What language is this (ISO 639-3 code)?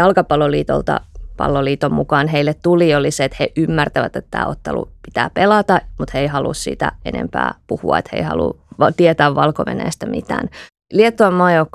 fin